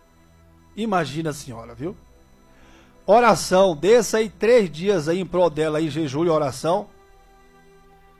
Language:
Portuguese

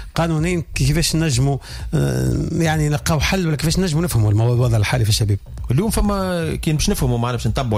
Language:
Tunisian Arabic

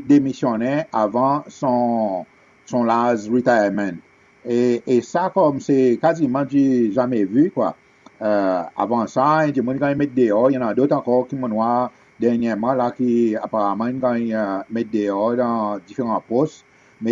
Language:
Seselwa Creole French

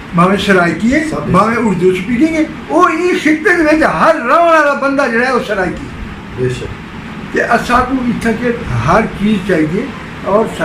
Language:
Saraiki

